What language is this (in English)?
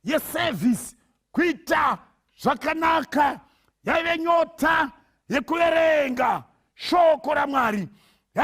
Shona